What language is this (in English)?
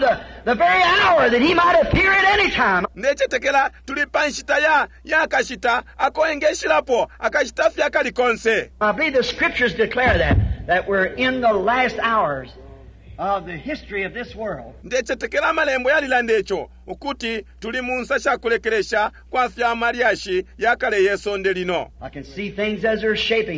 Bemba